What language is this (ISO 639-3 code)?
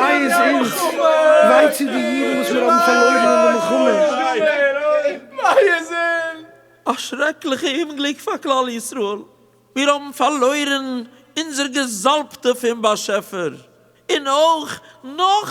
yid